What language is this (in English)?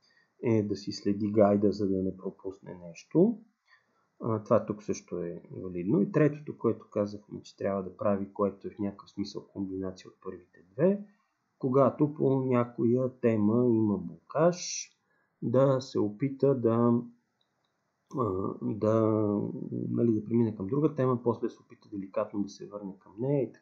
Bulgarian